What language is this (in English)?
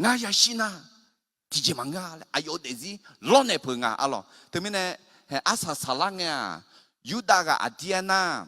Akha